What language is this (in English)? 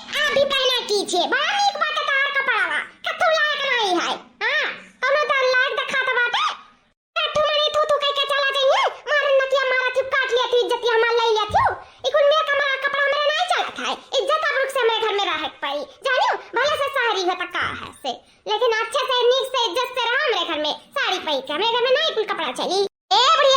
Awadhi